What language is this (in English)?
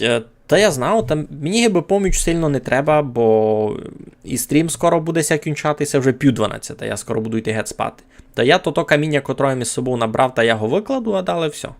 Rusyn